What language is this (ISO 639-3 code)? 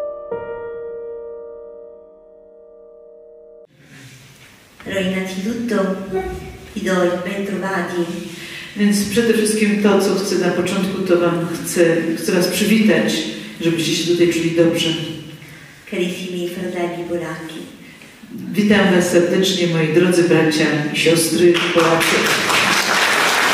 pol